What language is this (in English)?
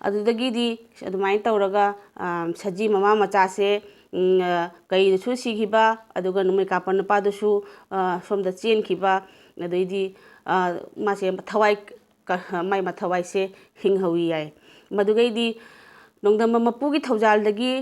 Manipuri